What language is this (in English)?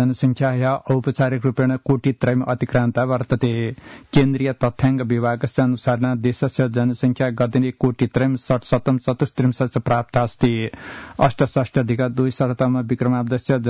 Sanskrit